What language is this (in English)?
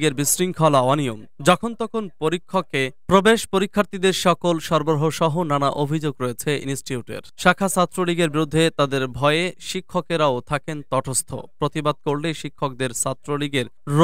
Bangla